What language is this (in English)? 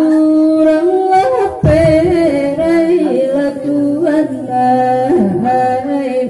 Minangkabau